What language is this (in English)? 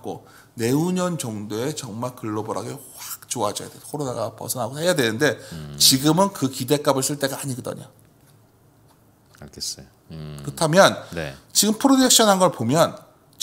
Korean